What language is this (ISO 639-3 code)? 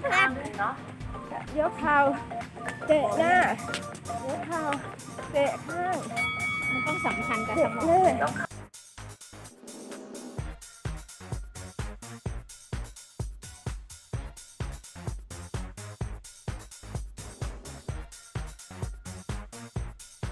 tha